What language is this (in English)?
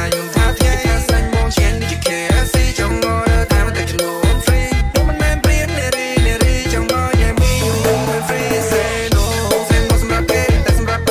Vietnamese